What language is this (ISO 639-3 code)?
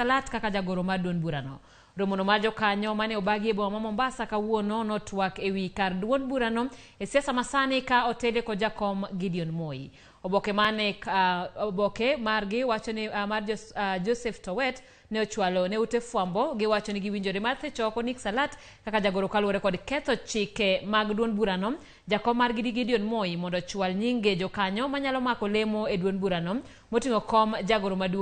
luo